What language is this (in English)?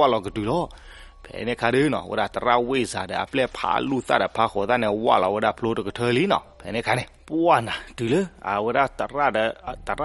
S'gaw Karen